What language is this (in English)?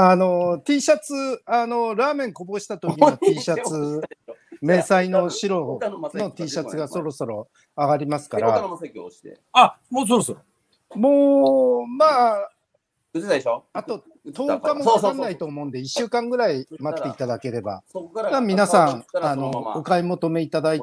Japanese